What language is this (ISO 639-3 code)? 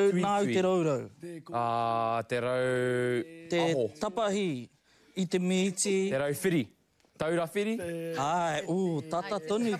mri